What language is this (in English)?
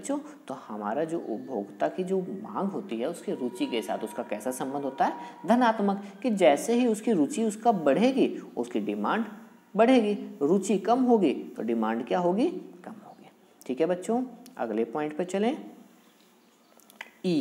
Hindi